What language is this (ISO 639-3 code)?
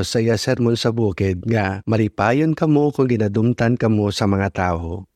hil